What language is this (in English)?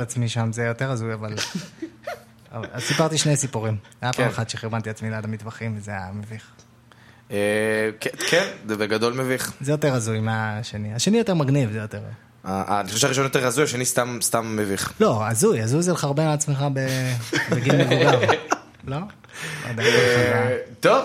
Hebrew